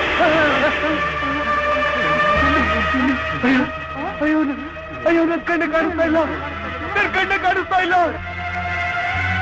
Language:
Kannada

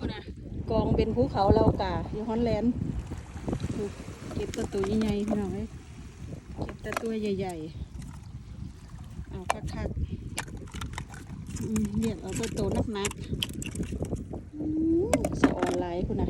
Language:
Lao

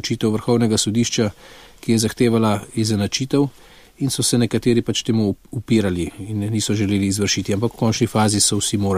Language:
Slovenian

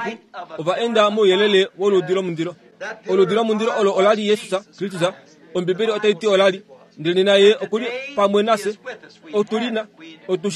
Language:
Kuanyama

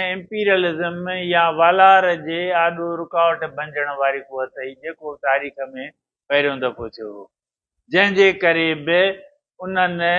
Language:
Sindhi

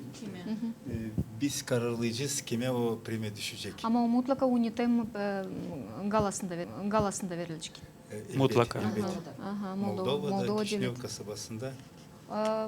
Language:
Gagauz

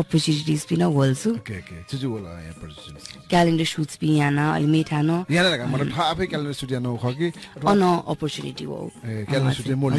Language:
Newari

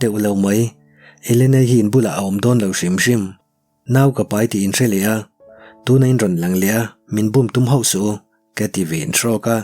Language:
Mizo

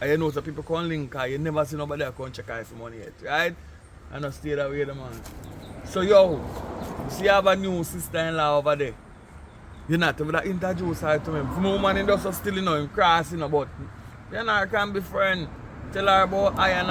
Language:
Jamaican Creole English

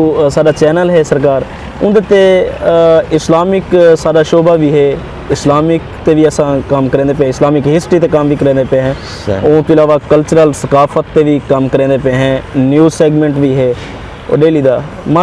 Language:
Saraiki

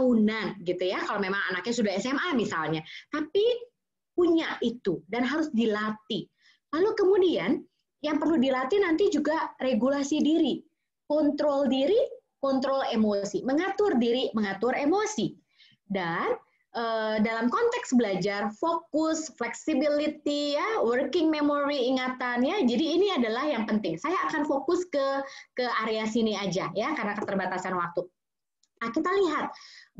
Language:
Indonesian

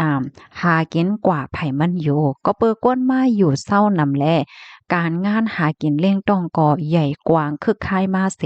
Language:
Shan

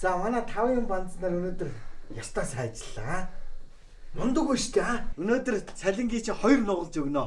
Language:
Mongolian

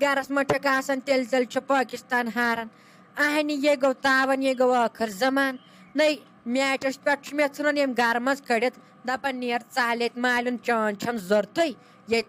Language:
Kashmiri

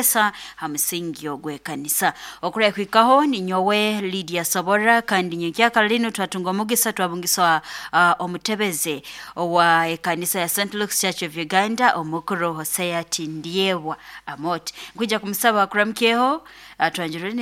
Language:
Nyoro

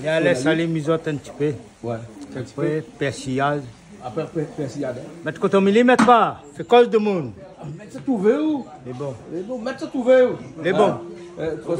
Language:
Réunion Creole French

